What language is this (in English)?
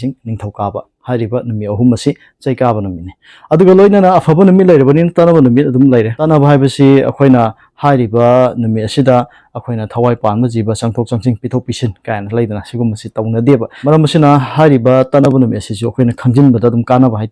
Manipuri